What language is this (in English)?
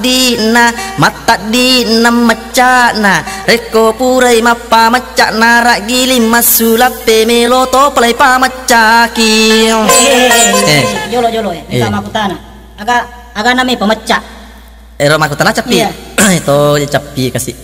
Buginese